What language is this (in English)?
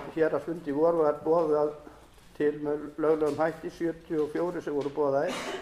Icelandic